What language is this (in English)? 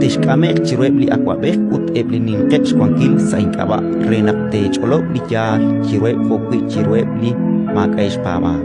Kekchí